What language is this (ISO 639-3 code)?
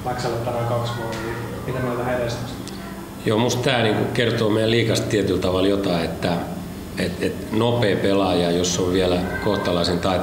fin